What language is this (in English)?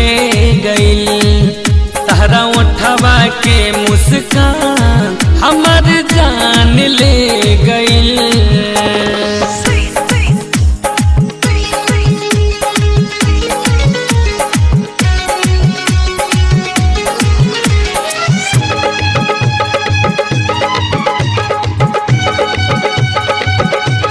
Bhojpuri